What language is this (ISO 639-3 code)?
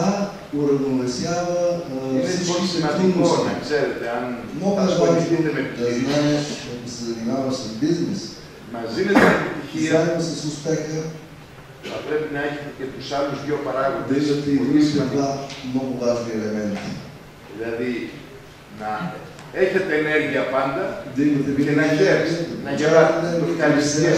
ell